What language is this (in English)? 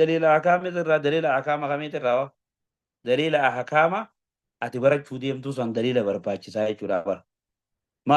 Oromo